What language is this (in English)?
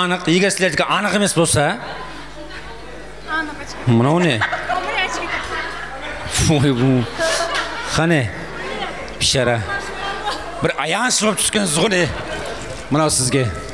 Kara-Kalpak